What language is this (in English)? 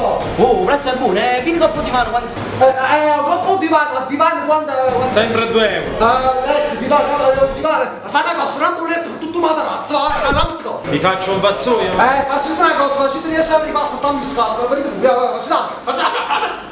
Neapolitan